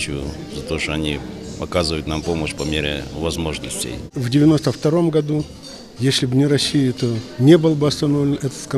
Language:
Russian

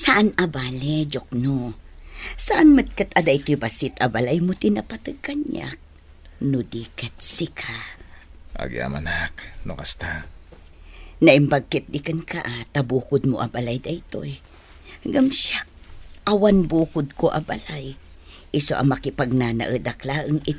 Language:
Iloko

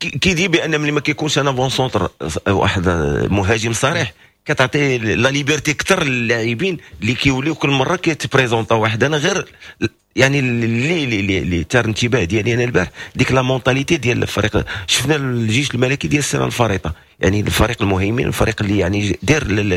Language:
Moroccan Arabic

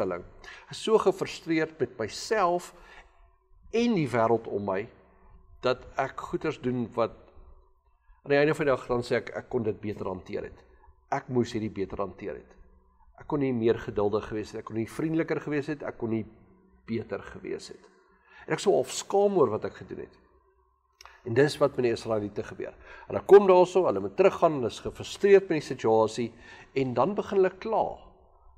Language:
Afrikaans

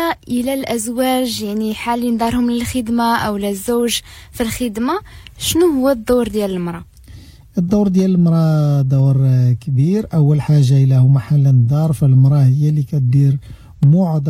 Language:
Moroccan Arabic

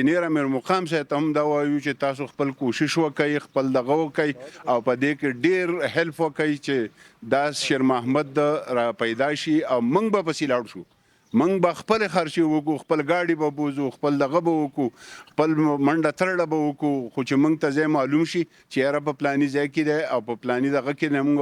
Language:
Pashto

